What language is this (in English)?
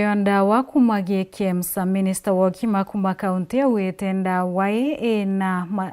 Meru